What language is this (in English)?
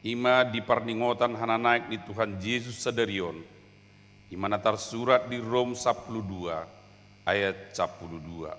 Batak Toba